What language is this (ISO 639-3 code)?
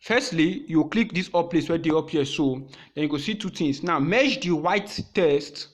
pcm